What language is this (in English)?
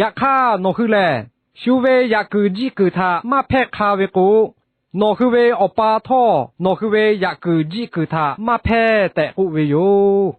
Lahu